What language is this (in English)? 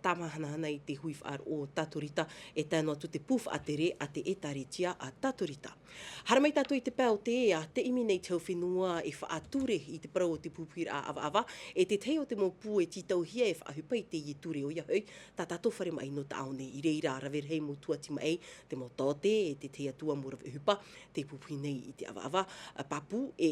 Tahitian